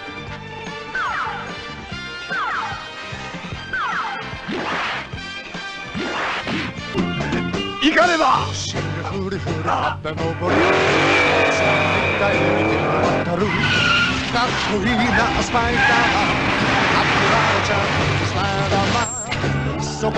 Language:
Japanese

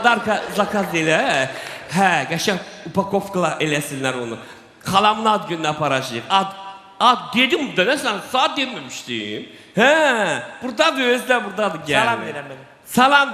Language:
Azerbaijani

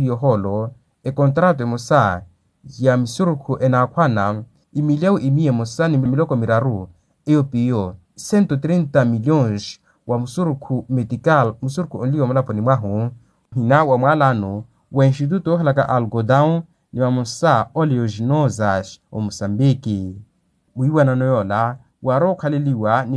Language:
Makhuwa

